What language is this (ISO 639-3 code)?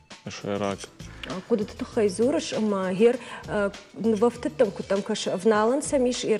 oss